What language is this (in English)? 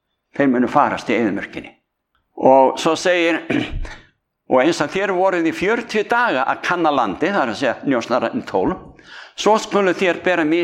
Icelandic